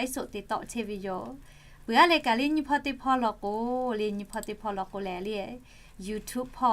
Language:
Lahu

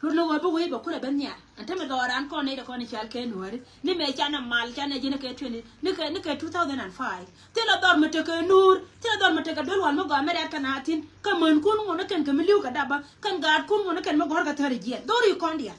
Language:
Nuer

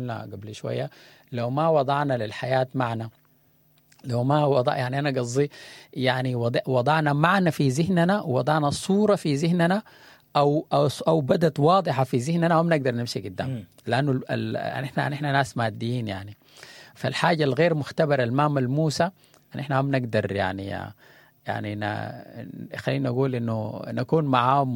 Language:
Sudanese Arabic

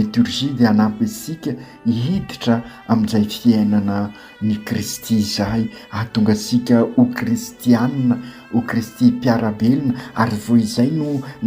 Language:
Malagasy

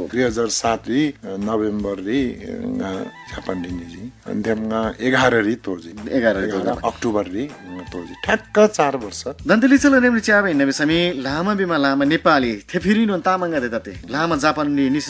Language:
Eastern Tamang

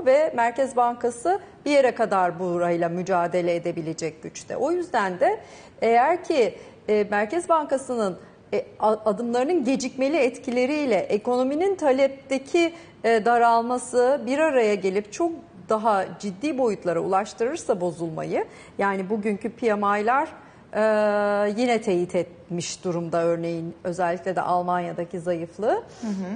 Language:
Turkish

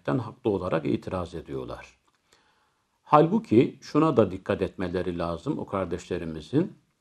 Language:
Turkish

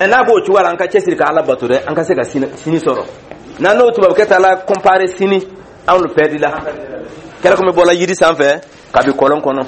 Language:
Dyula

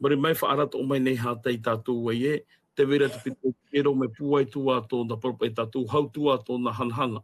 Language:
Tahitian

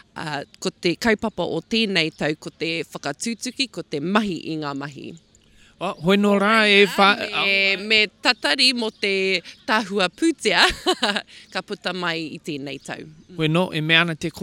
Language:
Māori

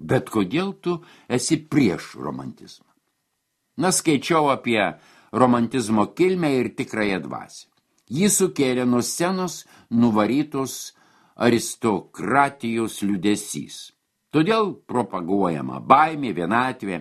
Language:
Lithuanian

